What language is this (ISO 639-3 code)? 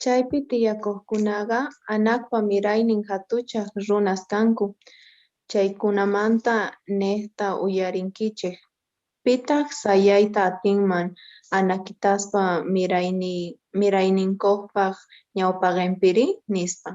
que